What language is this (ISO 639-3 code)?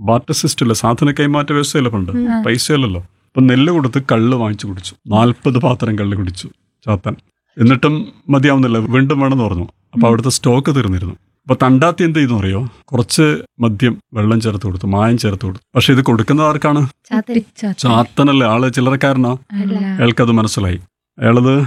mal